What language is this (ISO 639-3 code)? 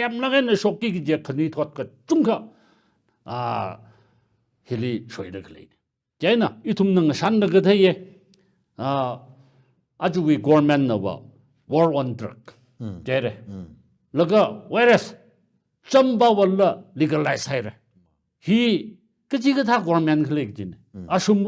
nmf